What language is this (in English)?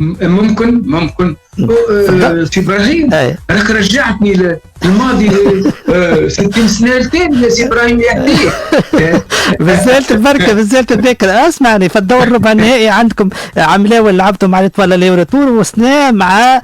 Tunisian Arabic